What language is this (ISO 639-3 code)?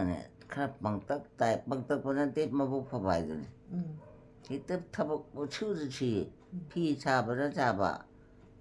mni